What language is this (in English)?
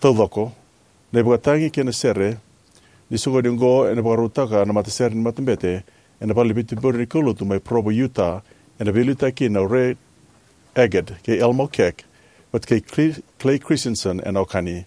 Fijian